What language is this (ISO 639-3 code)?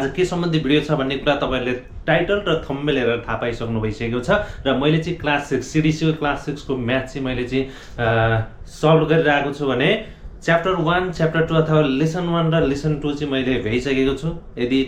nep